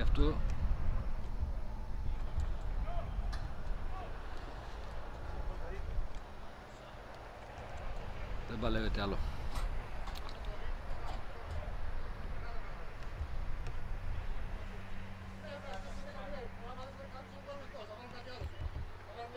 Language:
Greek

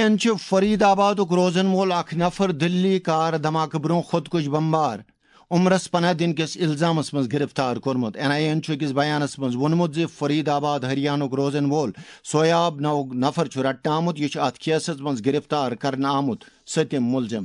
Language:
Kashmiri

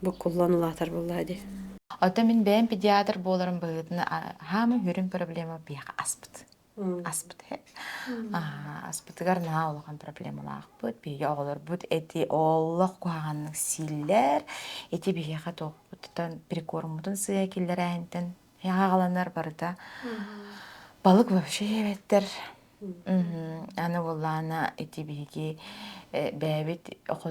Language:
Yakut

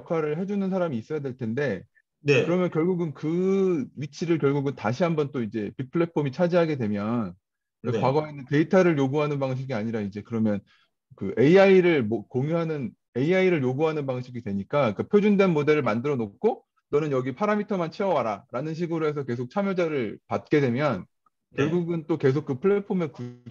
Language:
Korean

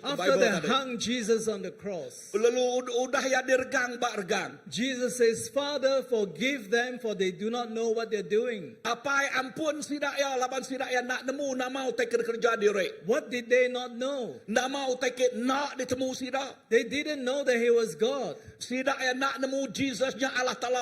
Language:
Iban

